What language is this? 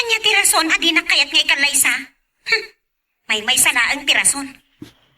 Iloko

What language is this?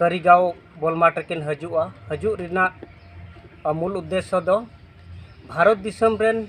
Santali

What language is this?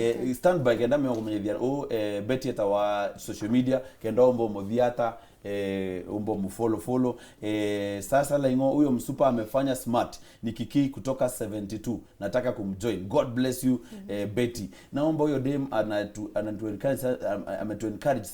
Meru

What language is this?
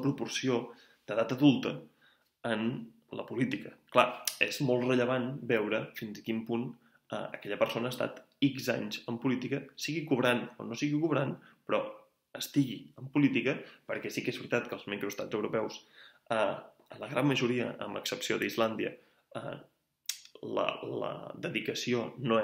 Catalan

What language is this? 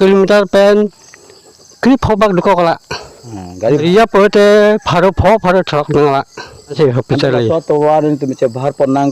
Karbi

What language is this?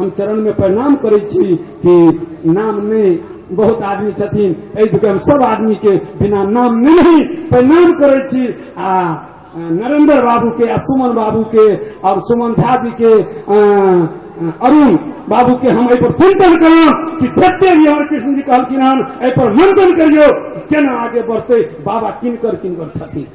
Maithili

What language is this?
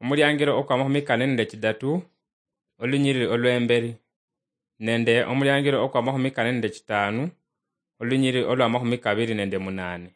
Luyia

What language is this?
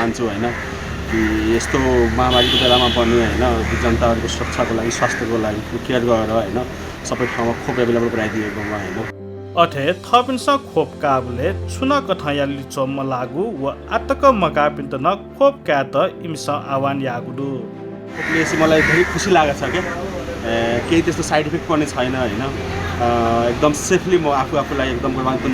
Newari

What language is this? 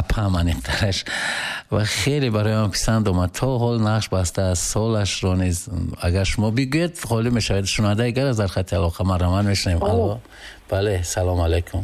Tajik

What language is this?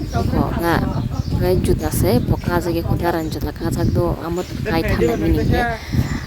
Kok Borok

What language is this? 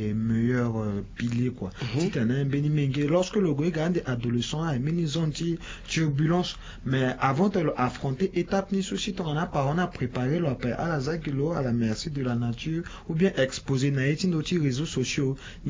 Sango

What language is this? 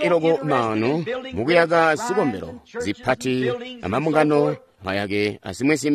Tonga (Zambia)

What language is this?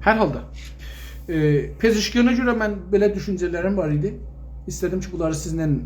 South Azerbaijani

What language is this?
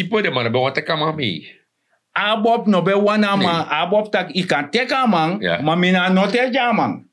Sranan Tongo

